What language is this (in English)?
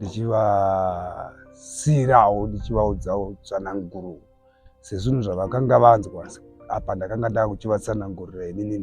Shona